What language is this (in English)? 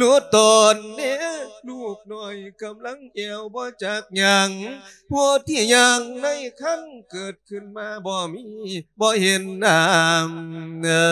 Lao